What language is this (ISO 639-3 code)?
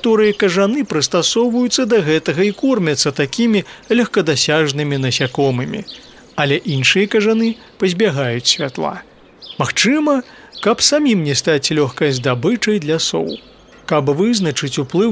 bel